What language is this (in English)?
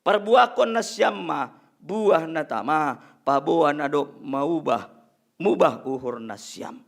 Batak Simalungun